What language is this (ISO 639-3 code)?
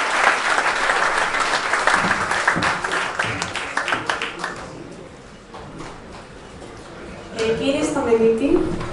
ell